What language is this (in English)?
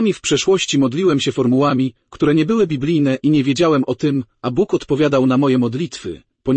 Polish